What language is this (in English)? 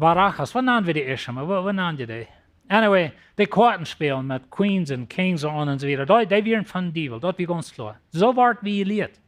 Plautdietsch